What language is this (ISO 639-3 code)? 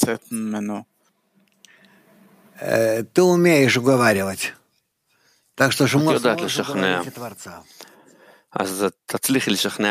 heb